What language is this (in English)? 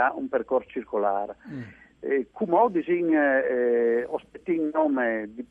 Friulian